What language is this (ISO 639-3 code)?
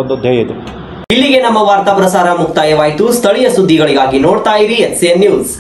kan